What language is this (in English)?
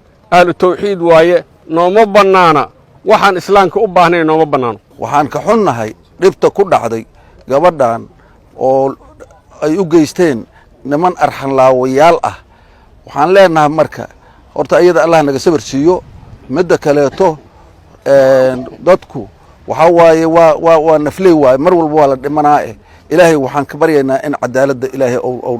Somali